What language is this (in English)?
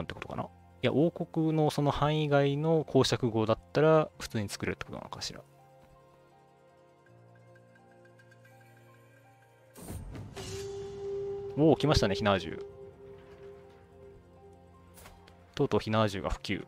Japanese